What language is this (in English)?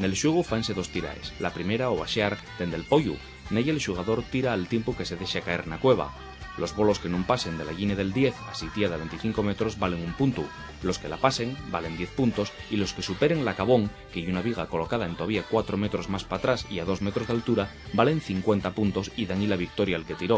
Asturian